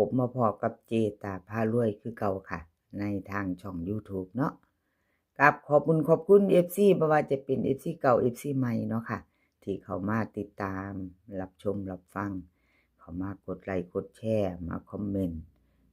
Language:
Northeastern Thai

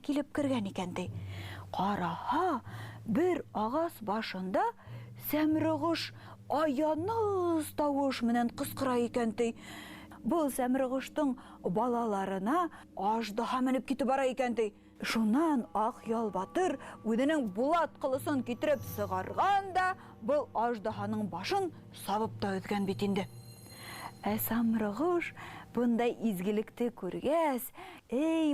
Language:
Bashkir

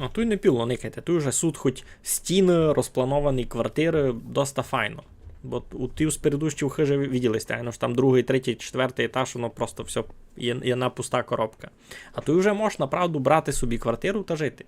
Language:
Rusyn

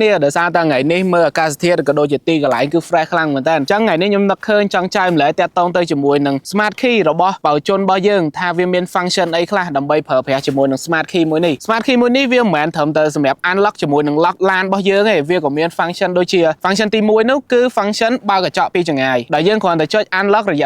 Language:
Khmer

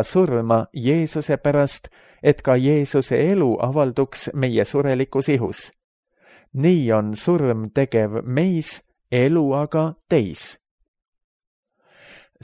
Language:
Estonian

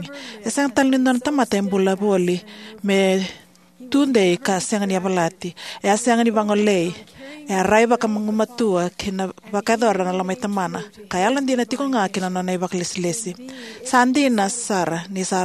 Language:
Fijian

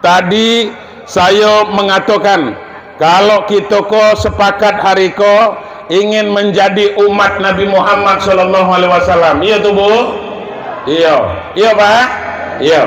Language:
Minangkabau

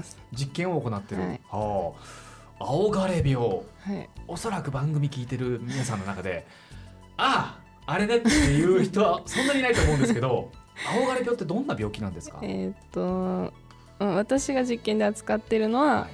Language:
Japanese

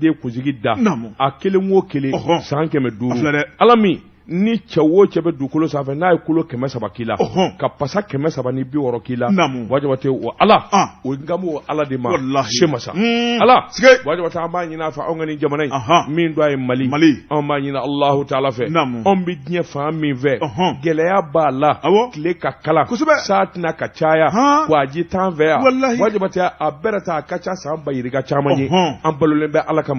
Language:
Bambara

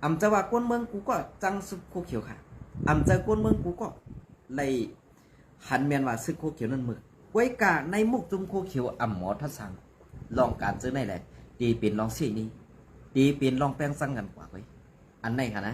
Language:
Shan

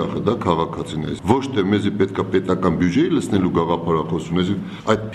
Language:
Armenian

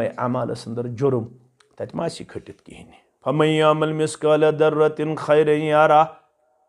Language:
Kashmiri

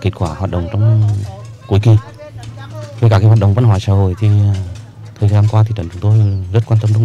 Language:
Vietnamese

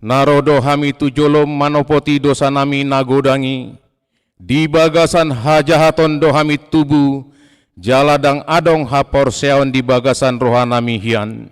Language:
Batak Toba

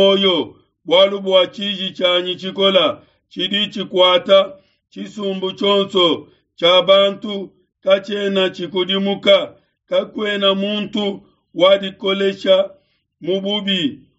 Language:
Luba-Lulua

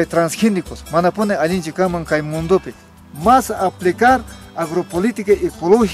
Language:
South Bolivian Quechua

